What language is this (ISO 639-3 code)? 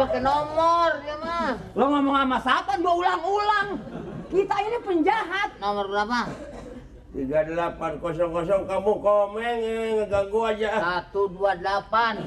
bew